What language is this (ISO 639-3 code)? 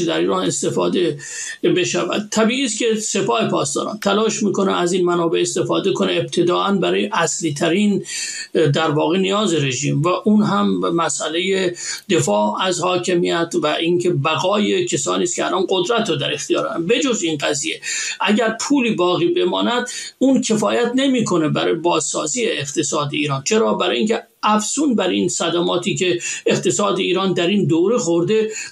fas